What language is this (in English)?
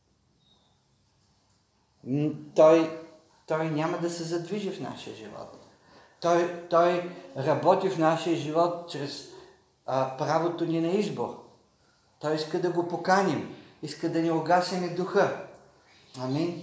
Bulgarian